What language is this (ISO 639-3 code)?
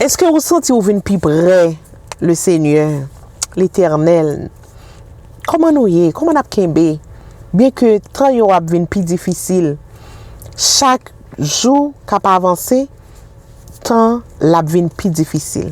hat